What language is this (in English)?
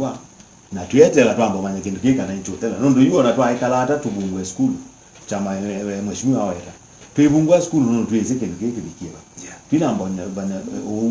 Kamba